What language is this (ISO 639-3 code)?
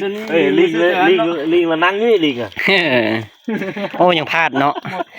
lao